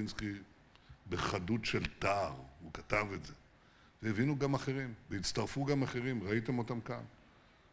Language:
Hebrew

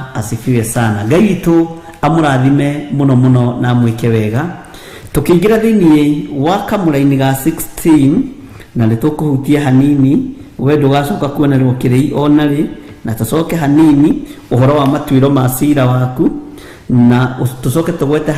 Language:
Kikuyu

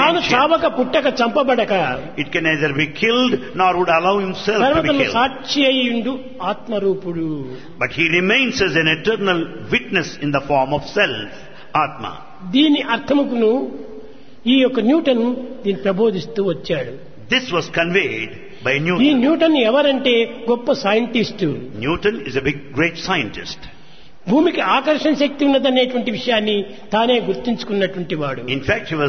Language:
Telugu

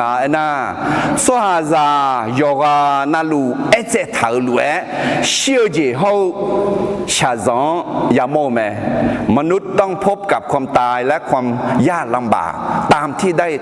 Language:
Akha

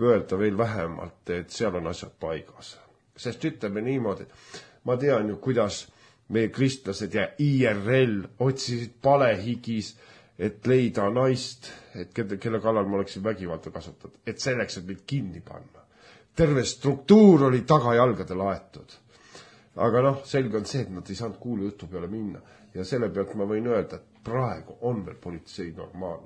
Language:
Estonian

